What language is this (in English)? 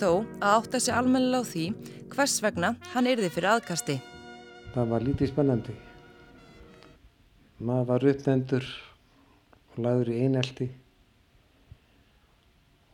Icelandic